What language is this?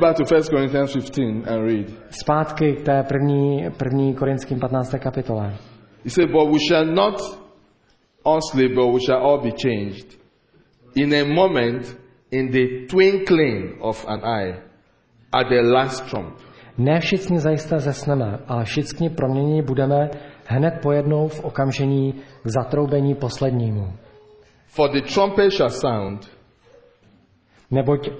Czech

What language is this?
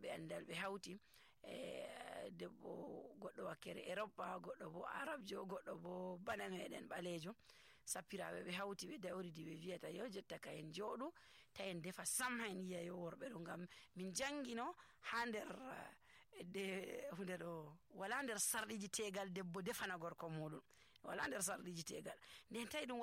Nigerian Fulfulde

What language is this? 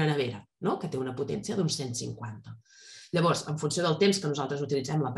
Catalan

